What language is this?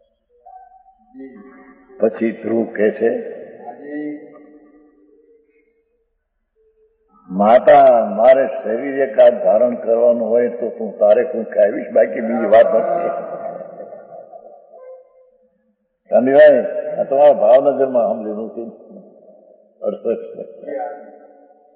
Gujarati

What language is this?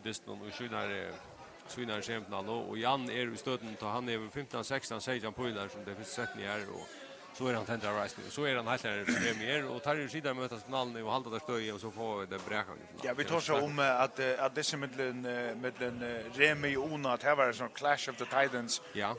Faroese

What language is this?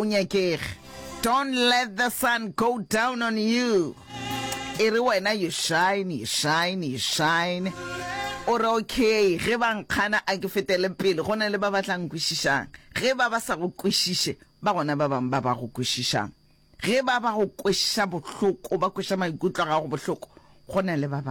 Northern Sotho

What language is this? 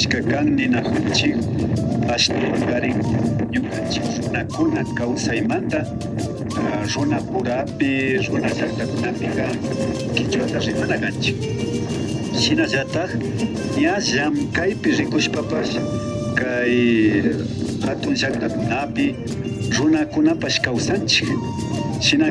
Imbabura Highland Quichua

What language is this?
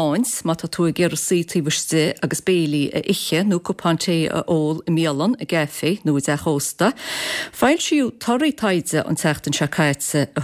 Irish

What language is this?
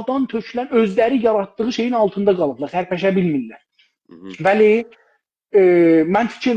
South Azerbaijani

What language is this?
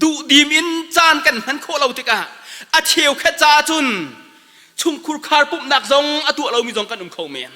Hakha Chin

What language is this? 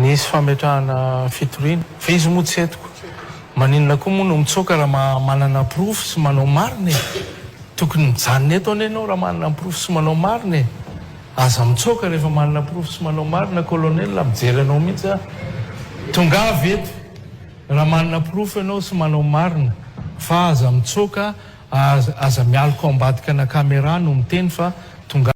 Malagasy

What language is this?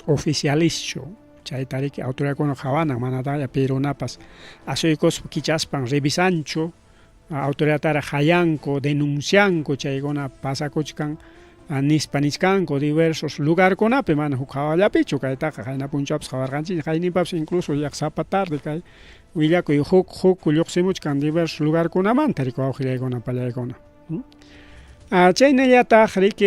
Ayacucho Quechua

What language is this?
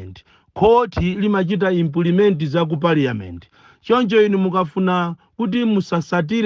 Nyanja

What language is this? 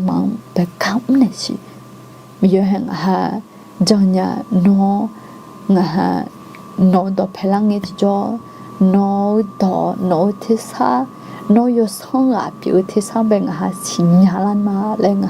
Akha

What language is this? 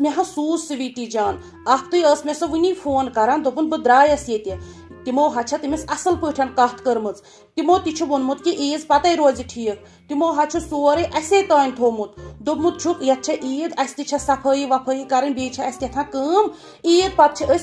Kashmiri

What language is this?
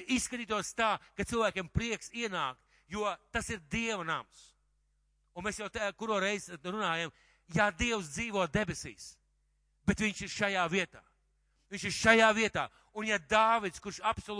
Latvian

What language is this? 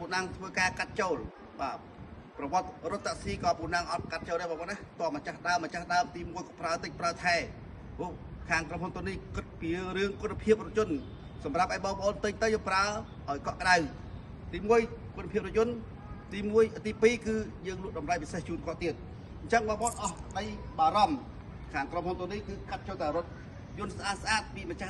Khmer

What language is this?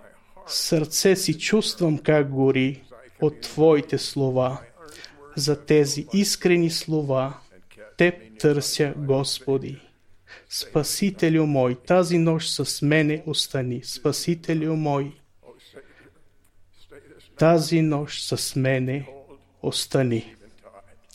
Bulgarian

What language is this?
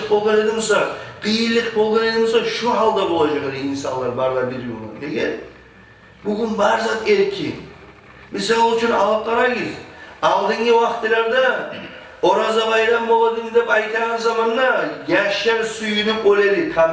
Kumyk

